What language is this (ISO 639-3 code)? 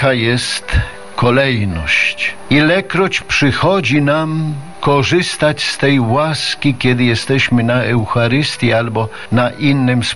pol